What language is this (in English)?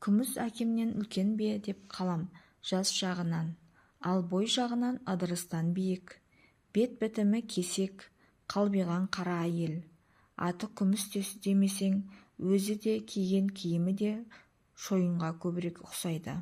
Kazakh